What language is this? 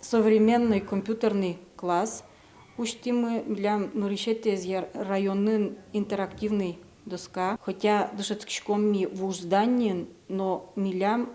Udmurt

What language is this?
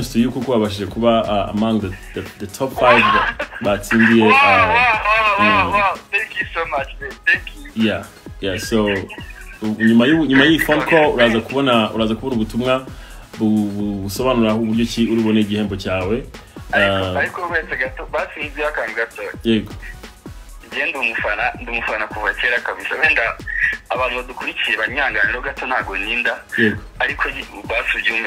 Kinyarwanda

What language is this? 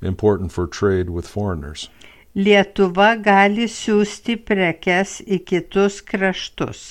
Lithuanian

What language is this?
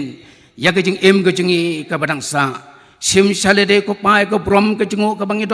Khasi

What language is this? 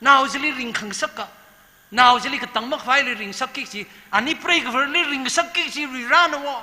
Tangkhul Naga (India)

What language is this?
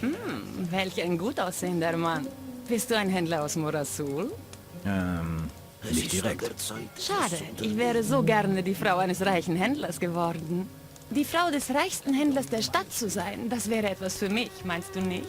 Bavarian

